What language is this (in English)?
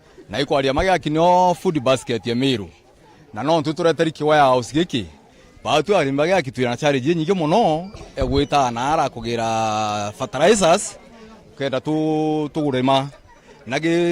Meru